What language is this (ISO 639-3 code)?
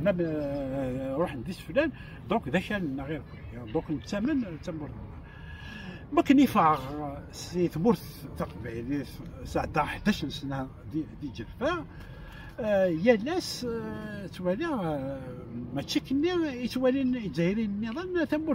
kab